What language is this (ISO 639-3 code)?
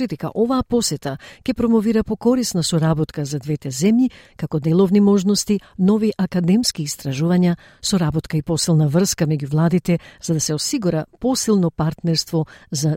mkd